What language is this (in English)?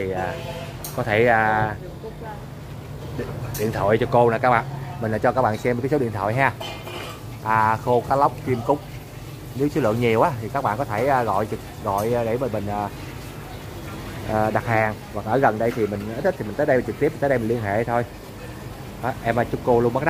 Vietnamese